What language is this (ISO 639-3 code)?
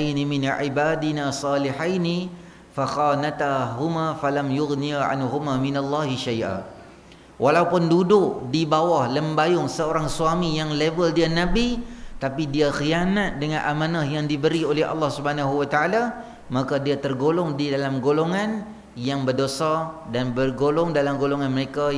msa